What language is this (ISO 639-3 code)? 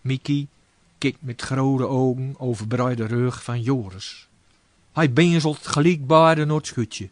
gos